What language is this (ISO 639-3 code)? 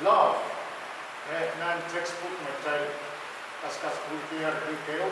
pon